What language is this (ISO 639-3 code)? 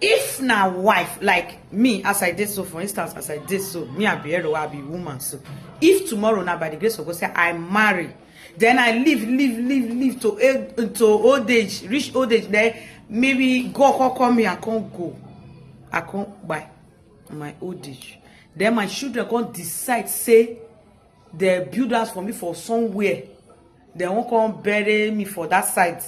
pcm